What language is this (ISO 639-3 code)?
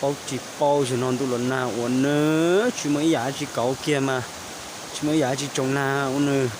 hmn